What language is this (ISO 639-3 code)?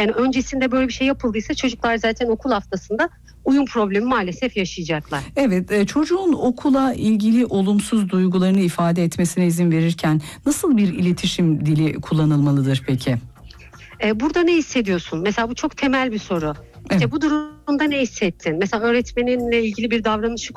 tur